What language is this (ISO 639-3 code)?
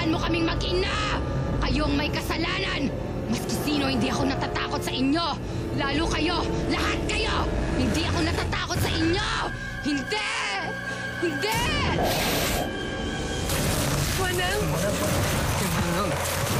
fil